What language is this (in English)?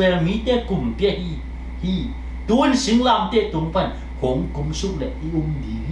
Tedim Chin